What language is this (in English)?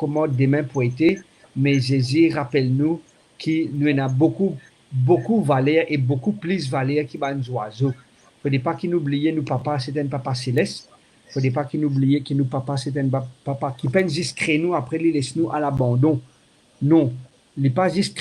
Morisyen